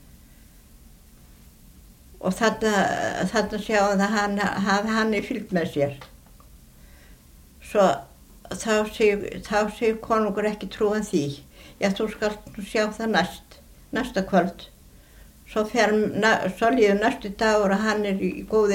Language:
Icelandic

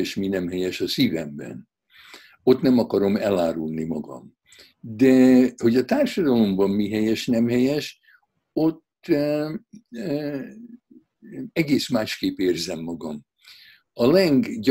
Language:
Hungarian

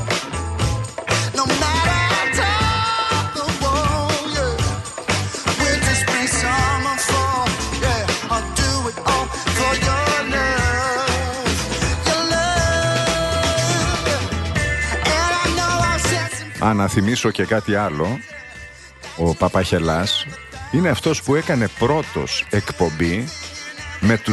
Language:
Greek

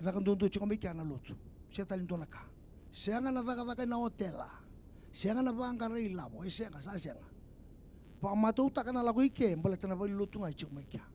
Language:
Fijian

